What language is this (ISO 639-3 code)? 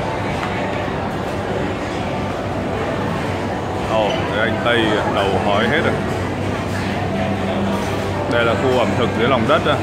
vie